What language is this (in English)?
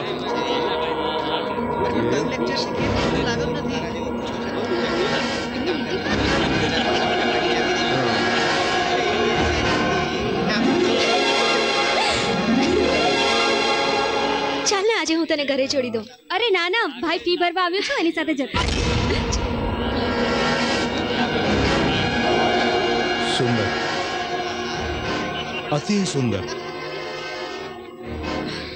Gujarati